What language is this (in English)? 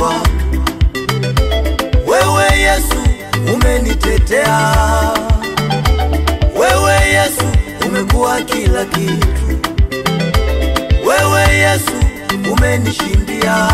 Swahili